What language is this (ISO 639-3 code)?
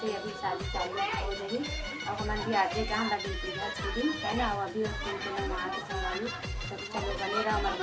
hne